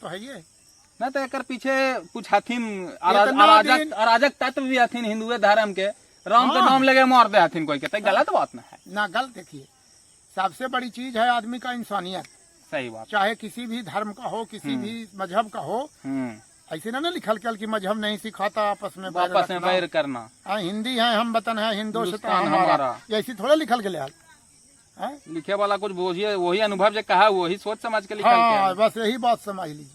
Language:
Magahi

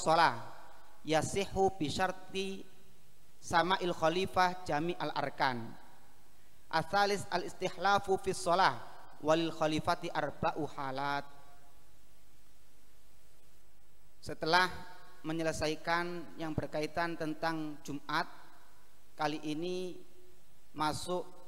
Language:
Indonesian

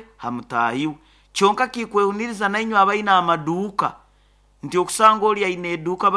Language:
Nyoro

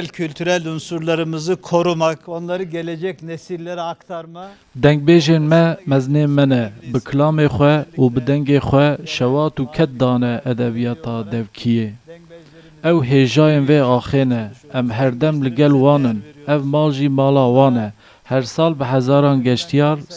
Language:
Kurdish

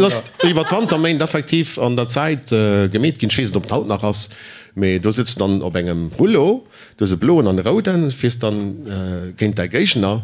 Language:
Luxembourgish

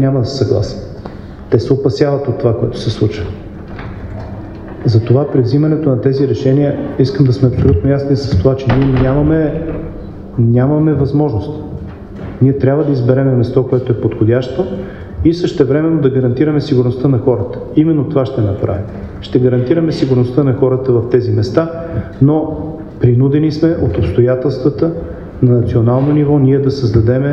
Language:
Bulgarian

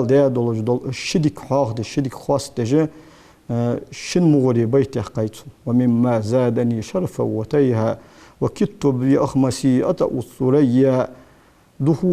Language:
Ingush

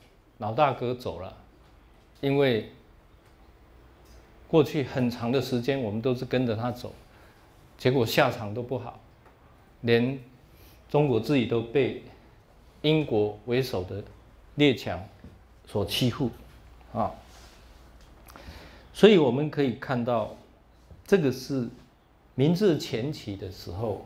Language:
Chinese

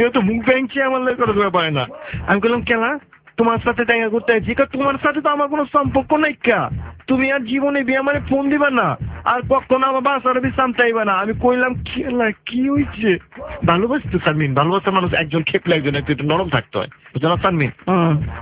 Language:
Bangla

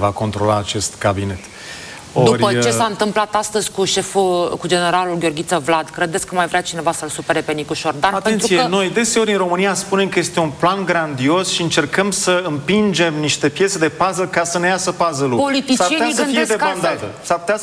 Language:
Romanian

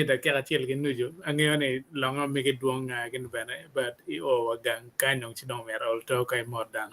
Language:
Acoli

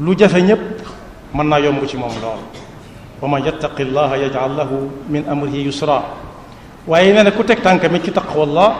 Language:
Wolof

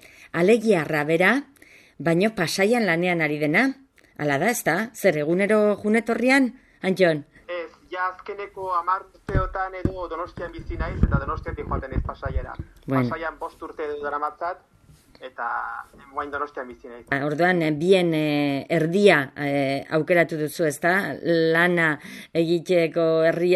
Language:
Basque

